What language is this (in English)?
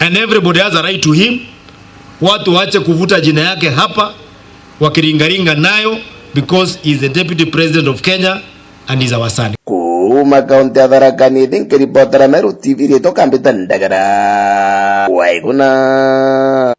Meru